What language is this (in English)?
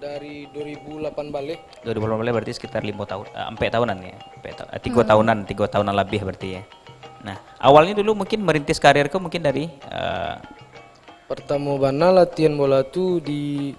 Minangkabau